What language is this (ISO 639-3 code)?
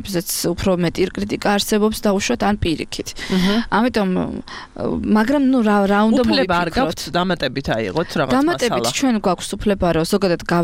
kat